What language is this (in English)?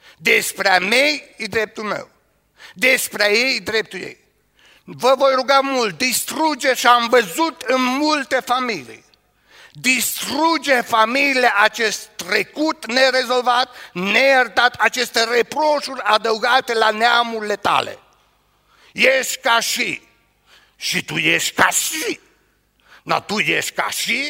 Romanian